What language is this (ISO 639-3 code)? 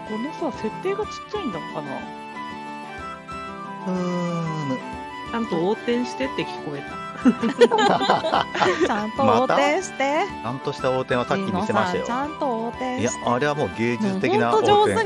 jpn